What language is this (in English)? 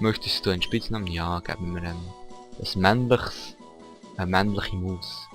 Swiss German